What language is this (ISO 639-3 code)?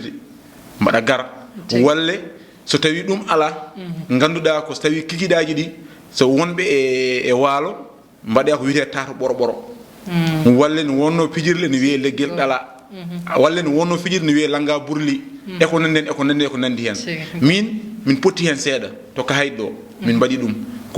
ful